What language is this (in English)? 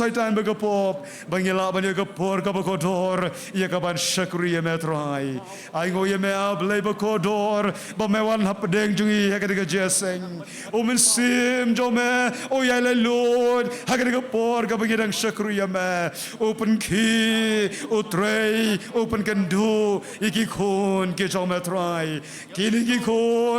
Khasi